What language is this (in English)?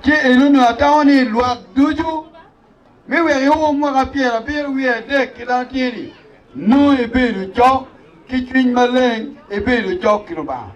Acoli